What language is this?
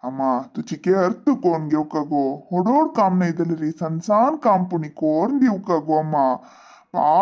Konkani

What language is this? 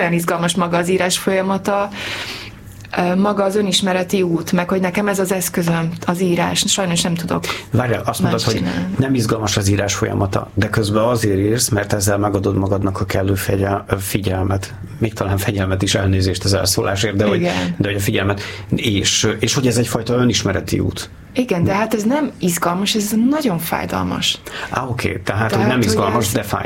Hungarian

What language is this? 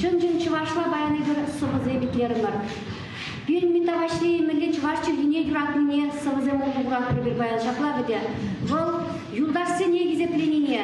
Chuvash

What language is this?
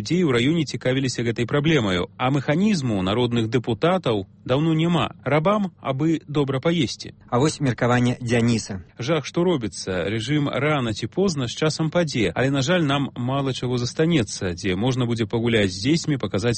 Belarusian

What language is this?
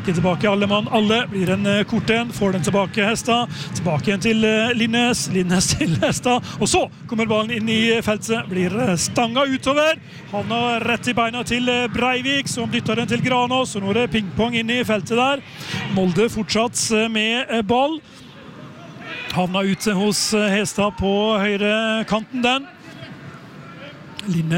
Norwegian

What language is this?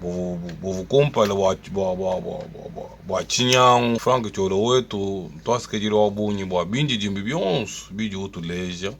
Luba-Lulua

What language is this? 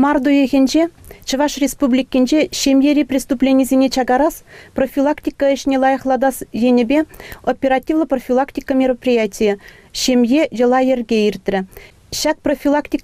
Chuvash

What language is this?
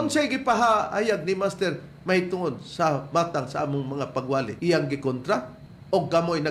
Cebuano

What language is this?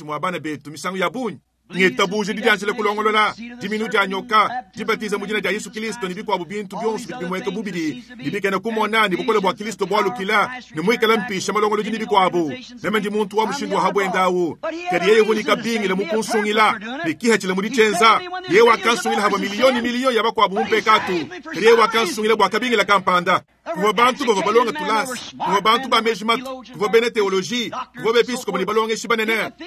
Luba-Lulua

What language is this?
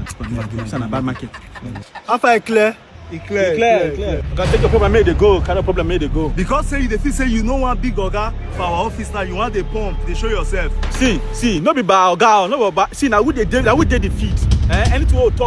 Nigerian Pidgin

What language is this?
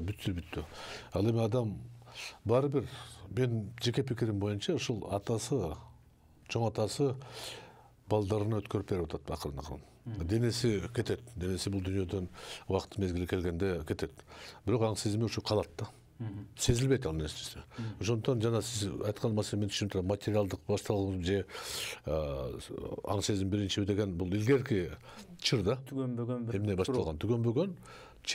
Kyrgyz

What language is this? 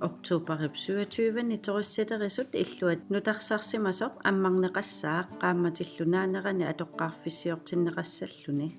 Kalaallisut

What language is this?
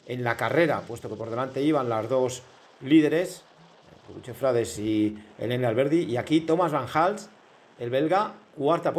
Spanish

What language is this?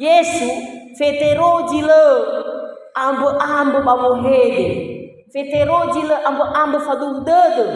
Nias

